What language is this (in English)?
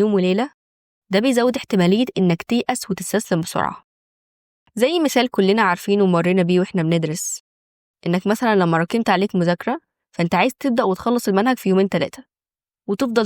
Egyptian Arabic